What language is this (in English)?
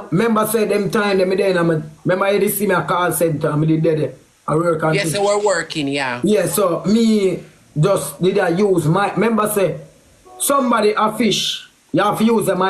Jamaican Creole English